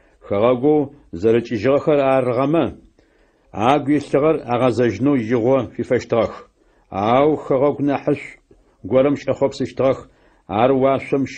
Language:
Adyghe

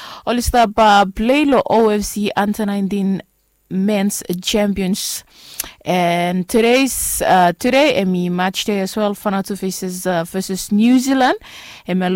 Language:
Bislama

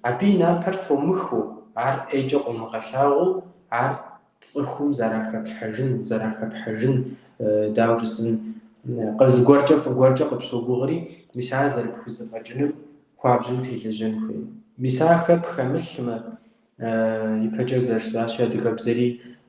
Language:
Kabardian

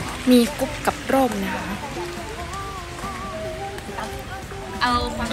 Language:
Thai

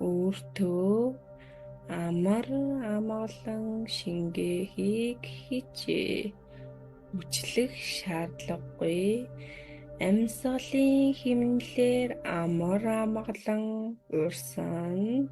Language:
Mongolian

